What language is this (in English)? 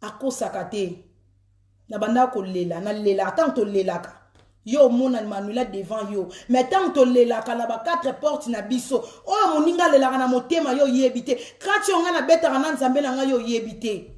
Lingala